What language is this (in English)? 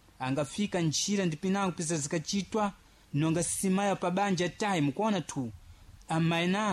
Sena